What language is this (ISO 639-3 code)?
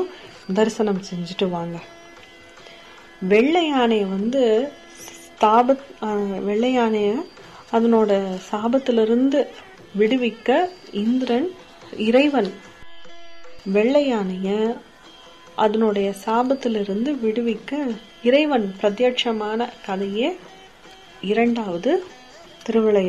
tam